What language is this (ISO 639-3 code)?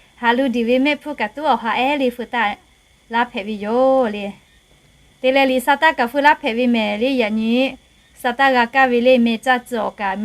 lhu